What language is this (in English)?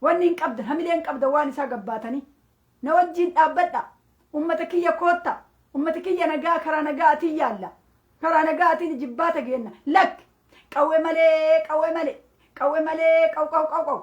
Oromo